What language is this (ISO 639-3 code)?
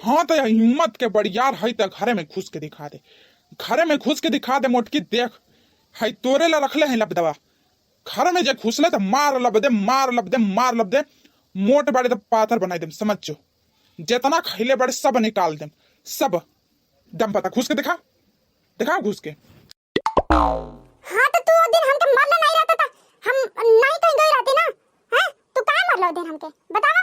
bho